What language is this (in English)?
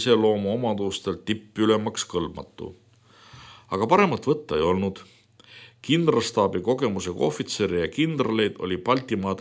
Estonian